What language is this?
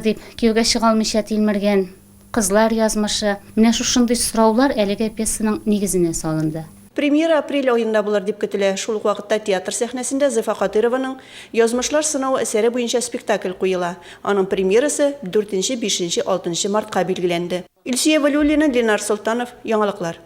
Tatar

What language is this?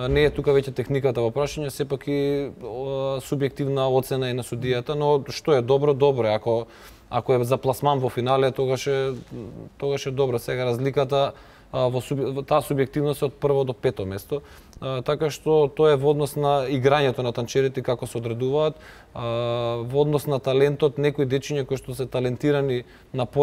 Macedonian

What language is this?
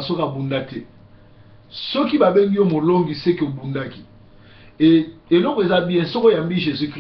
Lingala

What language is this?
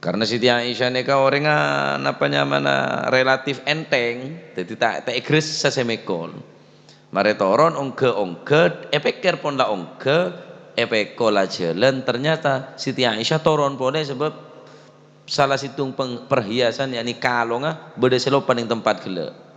Madurese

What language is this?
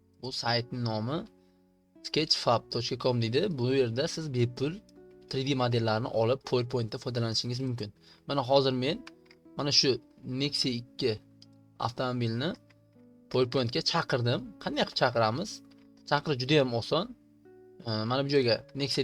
Uzbek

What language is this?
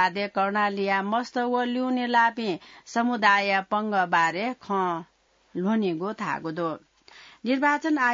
Newari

